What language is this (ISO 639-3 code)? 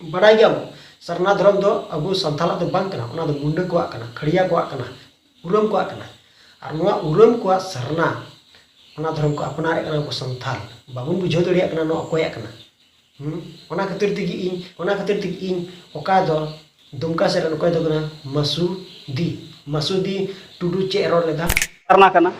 sat